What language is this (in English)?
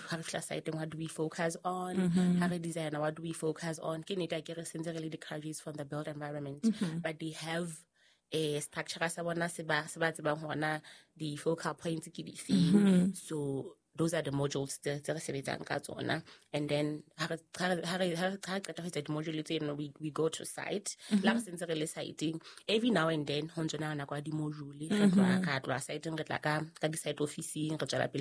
Southern Sotho